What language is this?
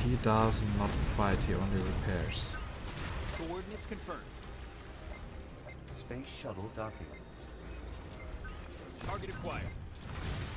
English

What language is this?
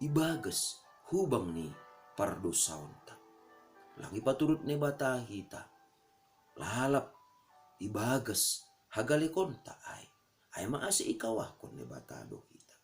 Batak Simalungun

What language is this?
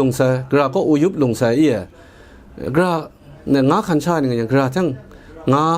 Kachin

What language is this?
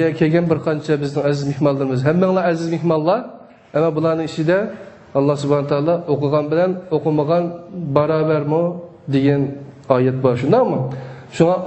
Uyghur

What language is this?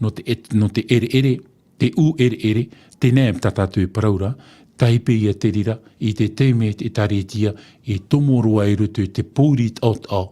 Tahitian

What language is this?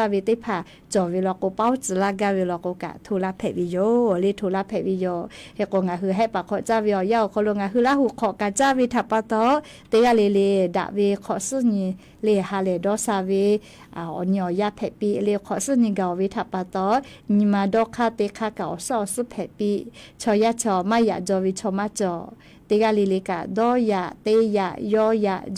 Lahu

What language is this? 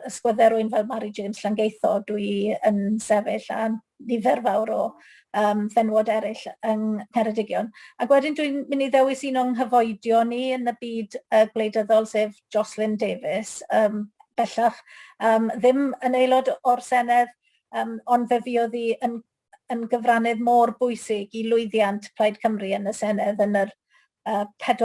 Welsh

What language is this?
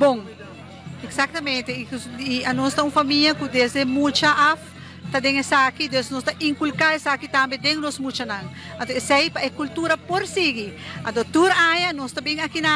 Papiamento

